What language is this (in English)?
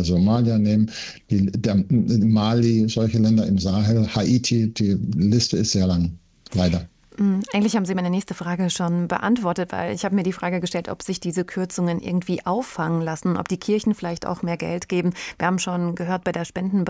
German